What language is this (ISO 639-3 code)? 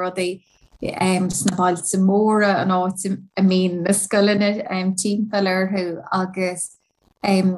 gle